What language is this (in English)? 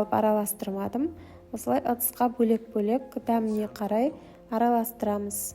Kazakh